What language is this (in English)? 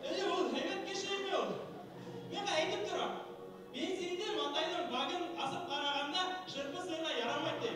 Bashkir